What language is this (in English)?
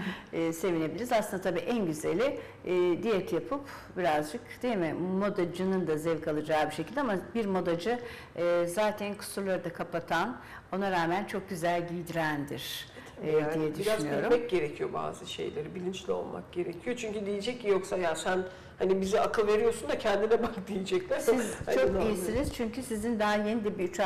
Turkish